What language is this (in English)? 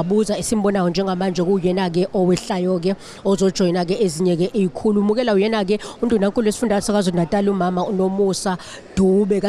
Zulu